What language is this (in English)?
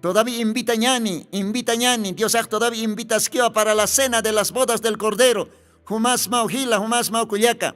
Aymara